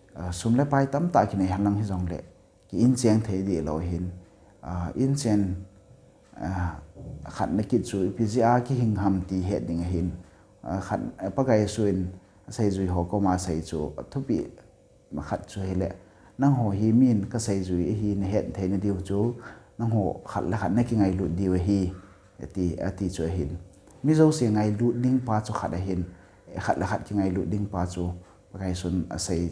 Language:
Thado Chin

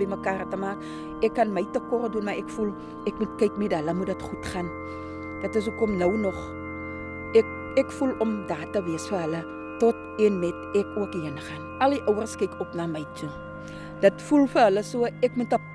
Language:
Afrikaans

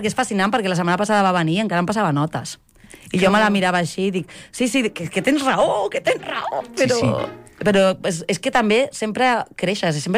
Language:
Catalan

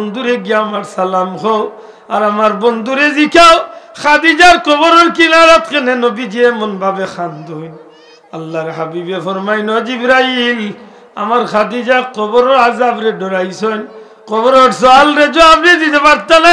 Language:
Sylheti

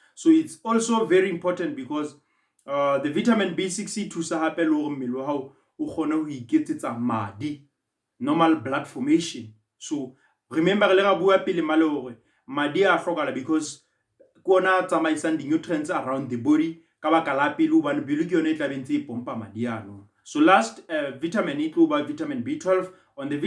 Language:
Southern Sotho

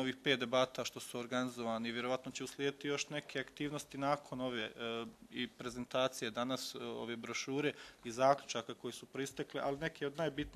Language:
Bosnian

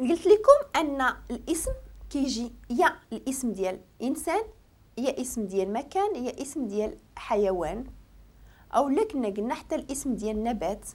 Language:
Moroccan Arabic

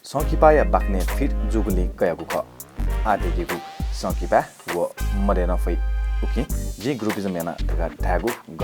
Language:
Newari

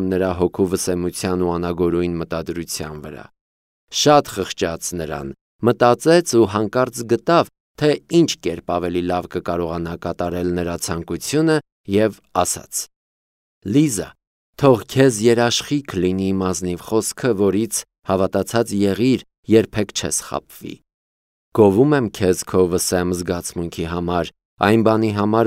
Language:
Armenian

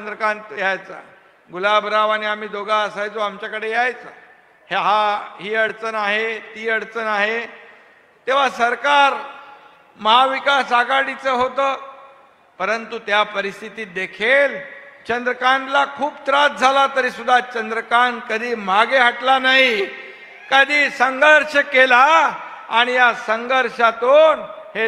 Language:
Marathi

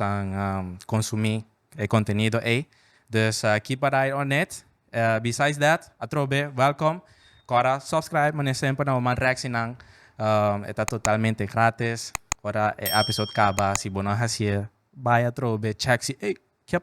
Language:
Papiamento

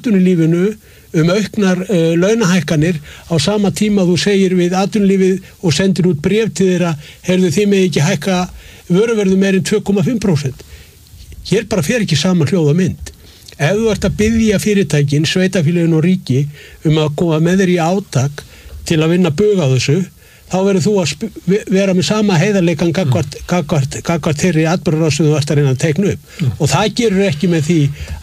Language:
Icelandic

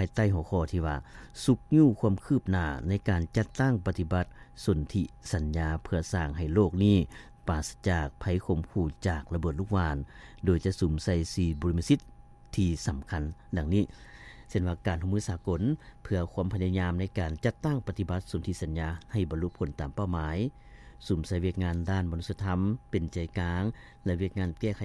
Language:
Lao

